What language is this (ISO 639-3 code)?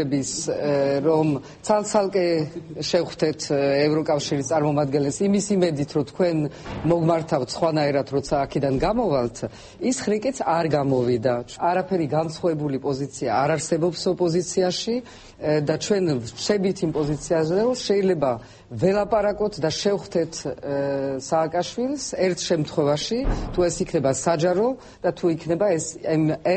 kat